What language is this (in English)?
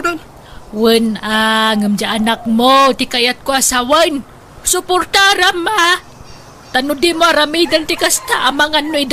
Iloko